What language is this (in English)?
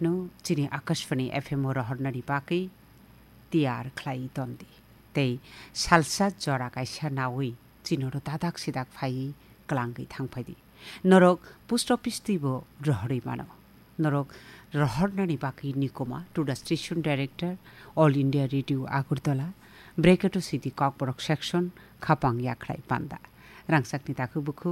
Kok Borok